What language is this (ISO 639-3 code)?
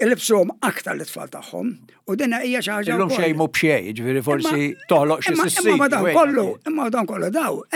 mlt